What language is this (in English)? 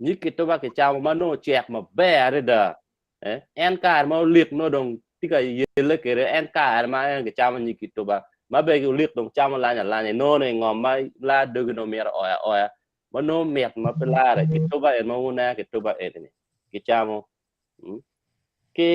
Acoli